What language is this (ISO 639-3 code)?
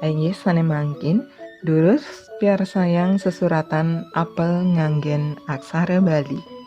ban